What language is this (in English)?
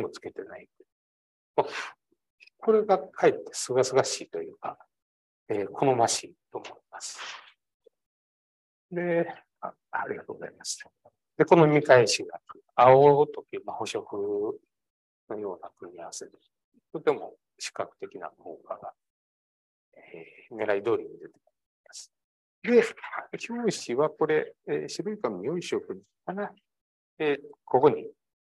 Japanese